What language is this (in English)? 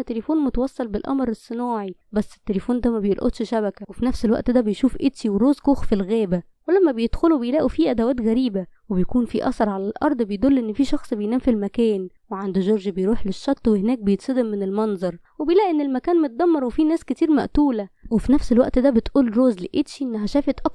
Egyptian Arabic